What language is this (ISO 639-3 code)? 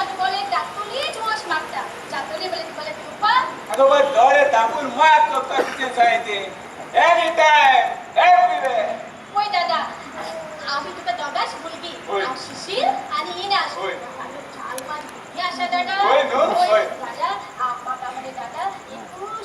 kok